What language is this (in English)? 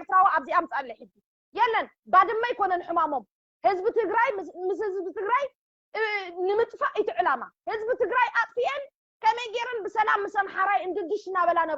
Tigrinya